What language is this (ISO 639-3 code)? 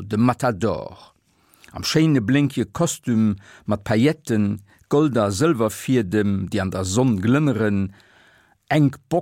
ltz